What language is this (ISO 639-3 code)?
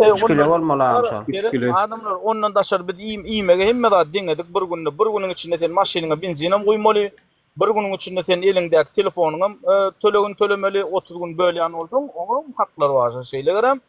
tuk